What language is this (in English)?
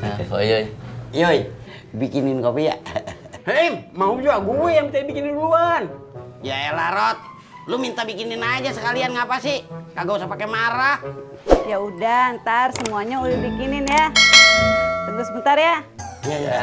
Betawi